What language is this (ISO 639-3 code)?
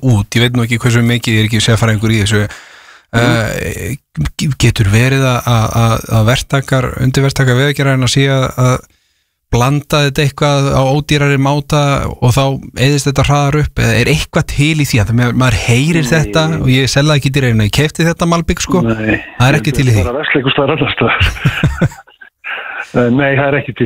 isl